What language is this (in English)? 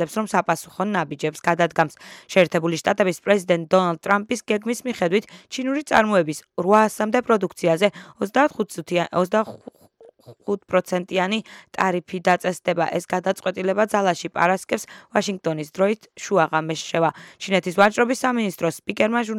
Georgian